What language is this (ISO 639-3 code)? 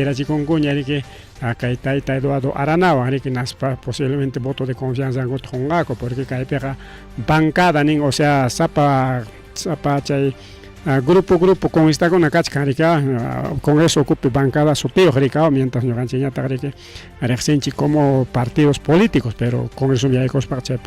quy